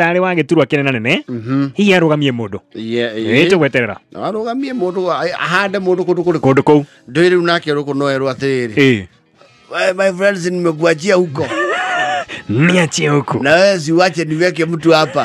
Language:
Kikuyu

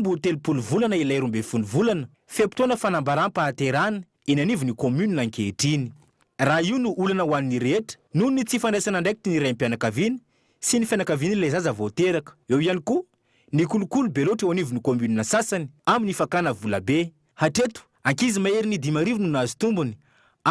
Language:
Malagasy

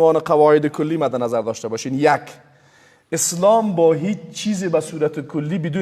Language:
Persian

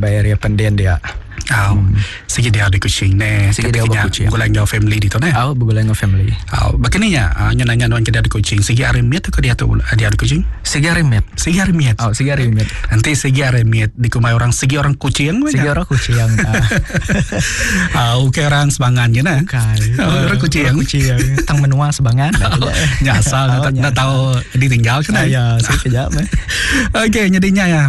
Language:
Iban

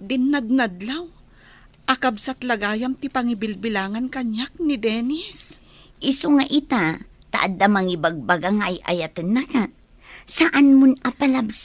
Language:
Iloko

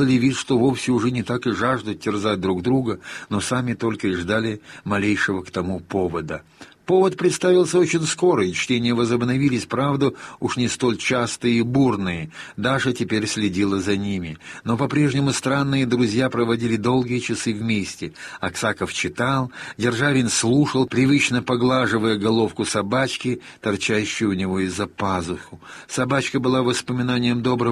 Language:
Russian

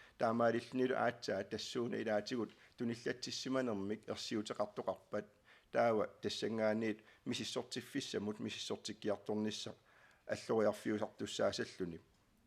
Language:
Kalaallisut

